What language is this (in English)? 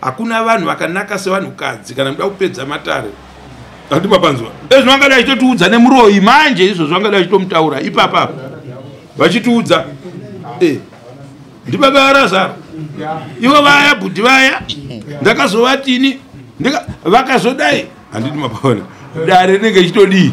Shona